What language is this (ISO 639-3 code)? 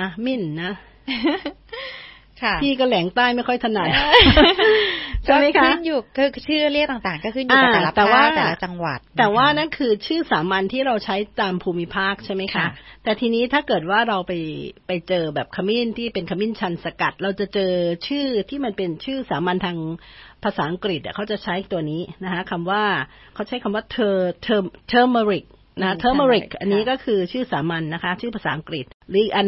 tha